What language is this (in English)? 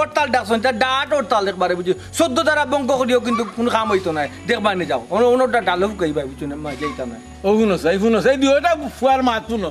Sylheti